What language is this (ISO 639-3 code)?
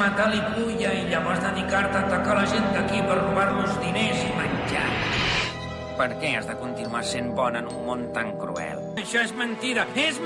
cat